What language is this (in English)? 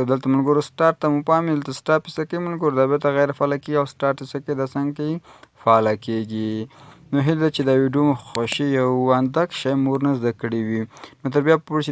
Pashto